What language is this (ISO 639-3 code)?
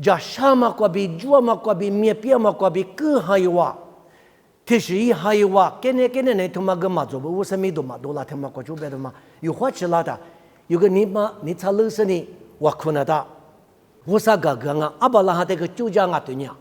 lis